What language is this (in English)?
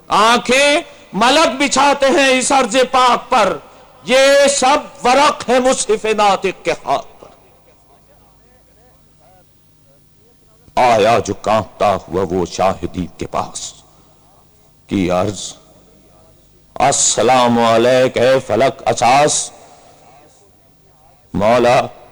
Urdu